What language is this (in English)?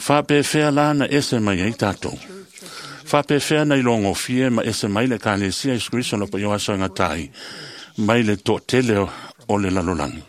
Samoan